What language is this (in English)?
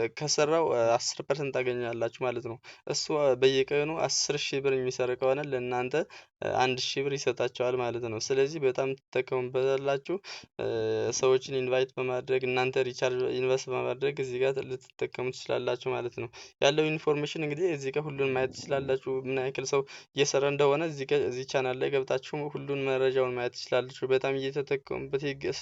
Amharic